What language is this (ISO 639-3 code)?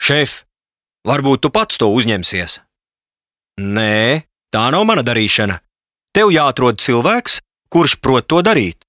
lav